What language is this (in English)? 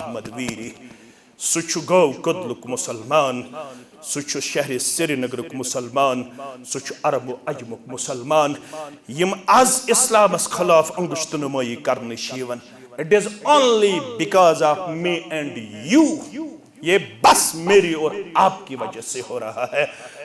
Kashmiri